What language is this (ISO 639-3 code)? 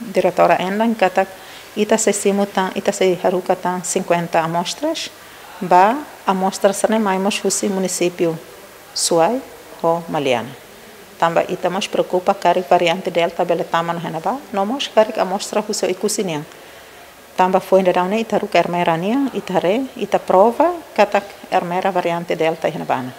tet